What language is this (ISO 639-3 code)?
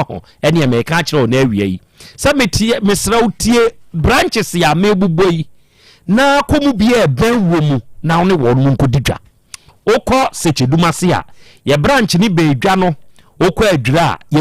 aka